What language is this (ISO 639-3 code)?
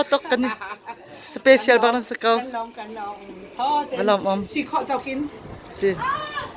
cnh